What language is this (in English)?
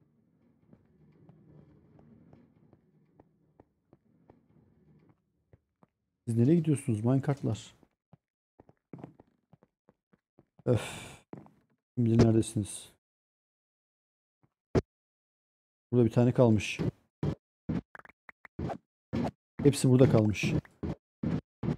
Turkish